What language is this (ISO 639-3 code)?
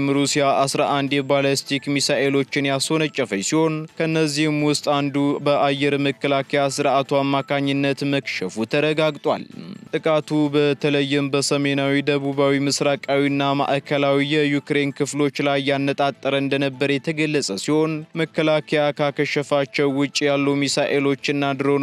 amh